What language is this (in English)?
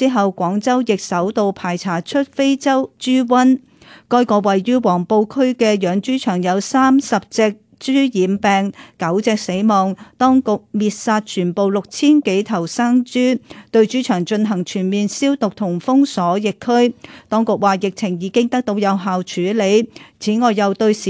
Cantonese